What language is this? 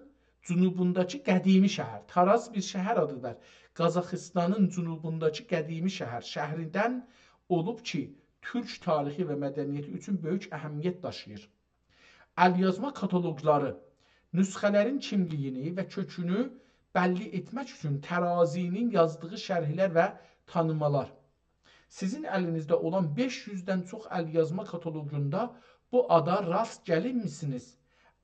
South Azerbaijani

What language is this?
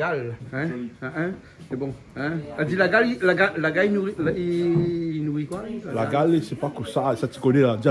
Réunion Creole French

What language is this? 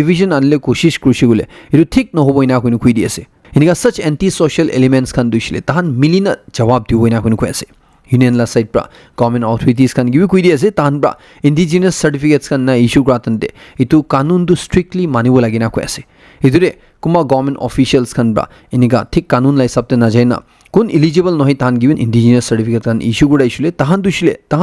Naga Pidgin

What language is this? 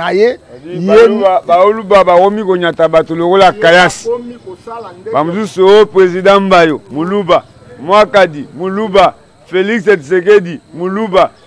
Lingala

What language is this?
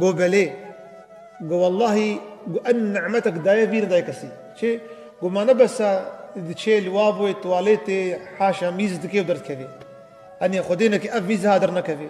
Kurdish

